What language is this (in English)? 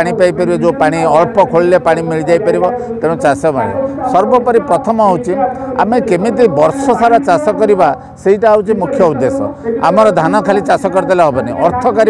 Odia